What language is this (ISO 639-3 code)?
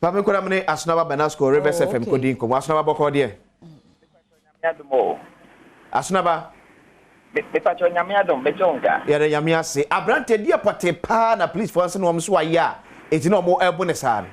aka